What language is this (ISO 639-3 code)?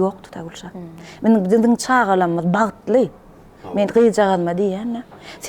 tuk